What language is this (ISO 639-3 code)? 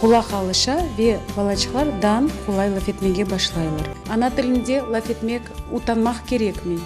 crh